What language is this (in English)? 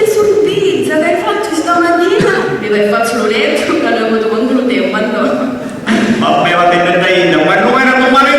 Sicilian